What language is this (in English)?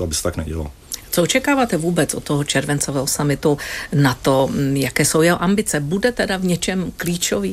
Czech